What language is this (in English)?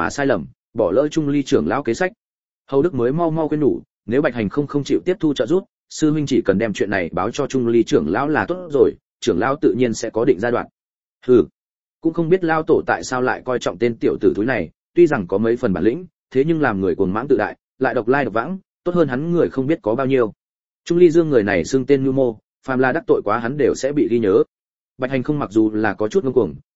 Vietnamese